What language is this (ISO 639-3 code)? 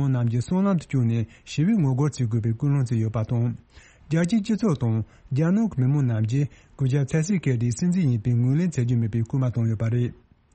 bod